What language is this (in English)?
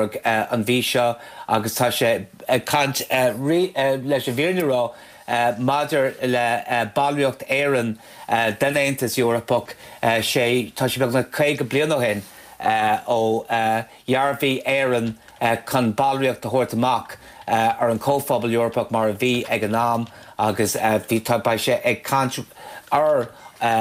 Irish